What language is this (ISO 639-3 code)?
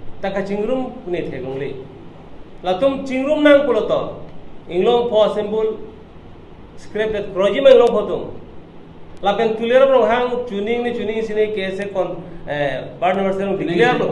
mjw